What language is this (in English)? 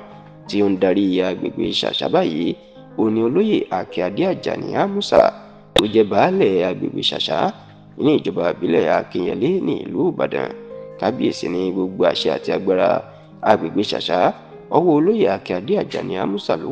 Yoruba